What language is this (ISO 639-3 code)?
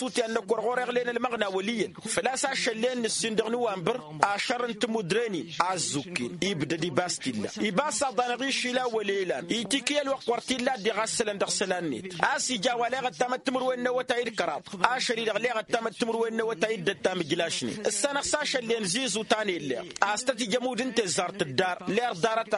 taq